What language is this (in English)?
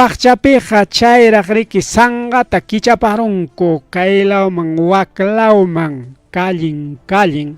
Ayacucho Quechua